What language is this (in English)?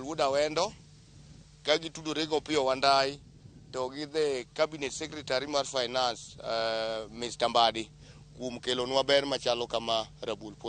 Luo (Kenya and Tanzania)